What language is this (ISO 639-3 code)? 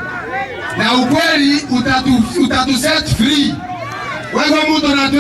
mer